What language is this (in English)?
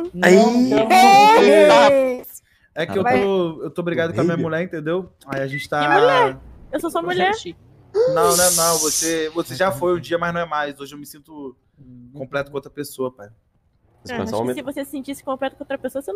Portuguese